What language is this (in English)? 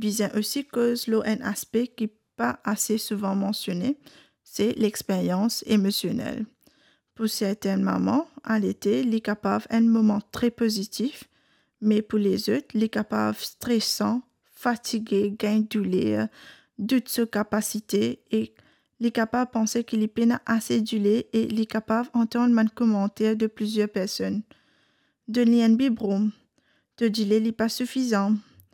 Morisyen